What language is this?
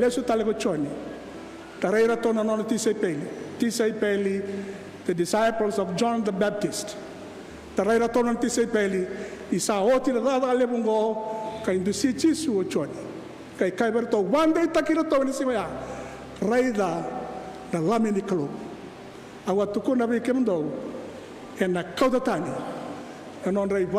Fijian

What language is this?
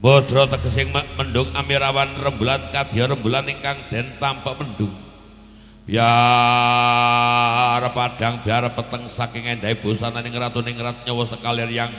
Javanese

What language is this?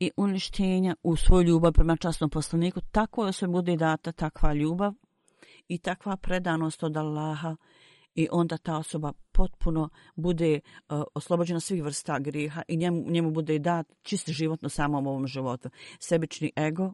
Bosnian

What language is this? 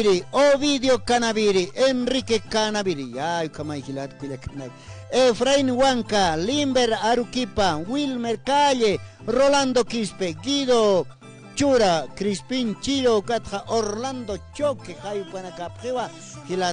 Aymara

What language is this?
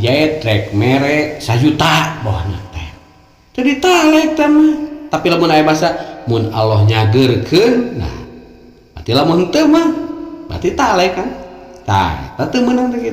Sundanese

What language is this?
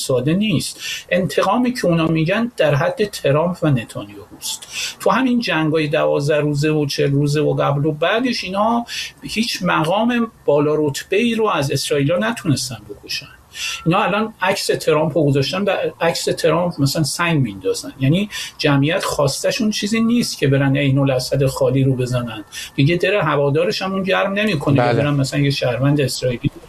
Persian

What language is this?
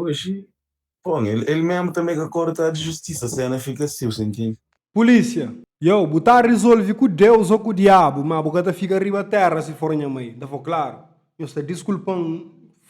Kabuverdianu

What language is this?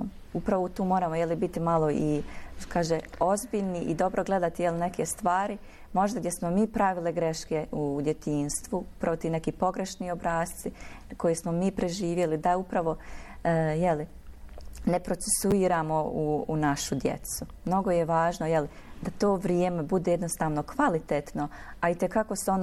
Bosnian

